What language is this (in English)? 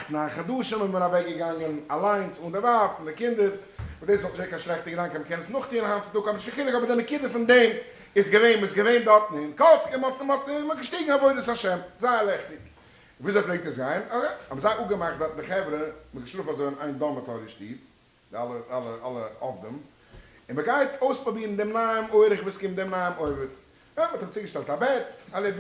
Yiddish